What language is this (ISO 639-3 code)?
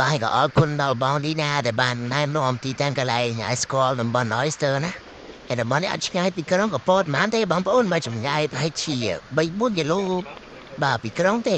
khm